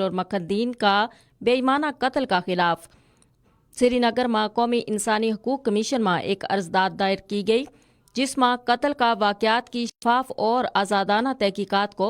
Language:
Gujari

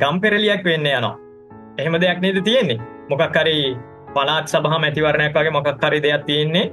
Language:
Sinhala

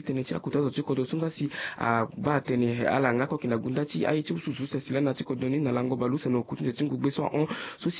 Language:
Sango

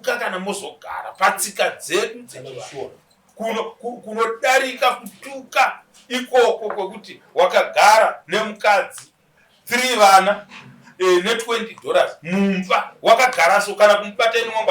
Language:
Shona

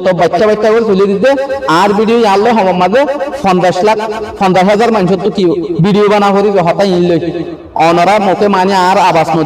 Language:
Rohingya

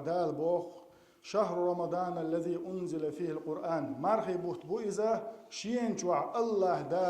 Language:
Chechen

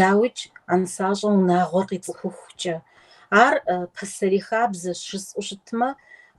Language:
Kabardian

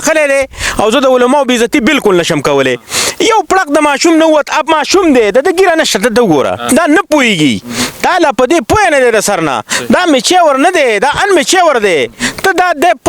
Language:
Pashto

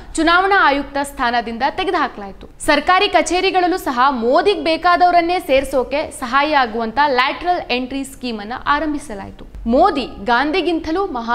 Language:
Kannada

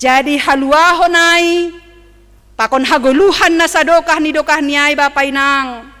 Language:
Batak Simalungun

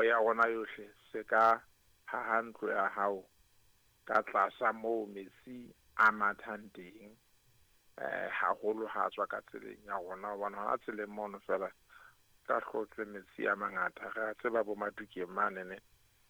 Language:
Southern Sotho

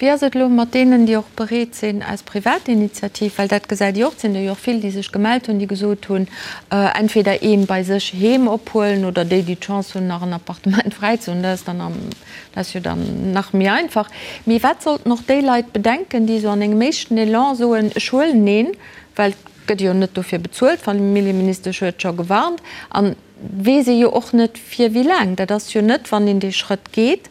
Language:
Luxembourgish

